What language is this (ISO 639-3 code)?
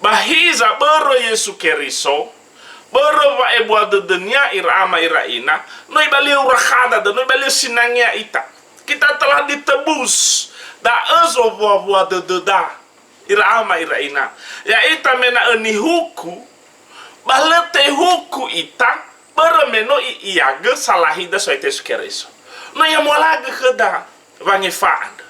nia